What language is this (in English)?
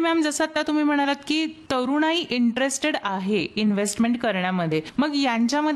Marathi